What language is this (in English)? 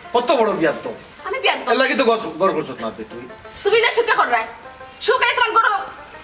Sylheti